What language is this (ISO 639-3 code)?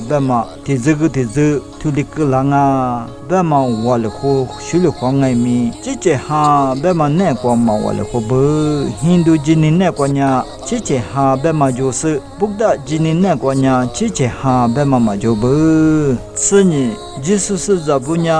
lis